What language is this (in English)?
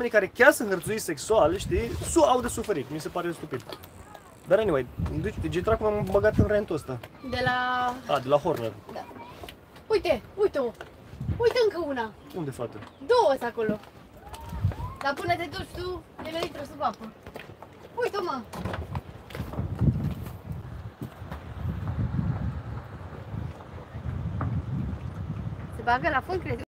Romanian